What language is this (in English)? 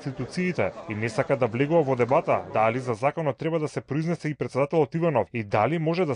Macedonian